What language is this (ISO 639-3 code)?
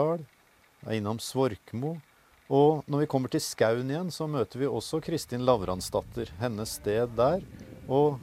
dan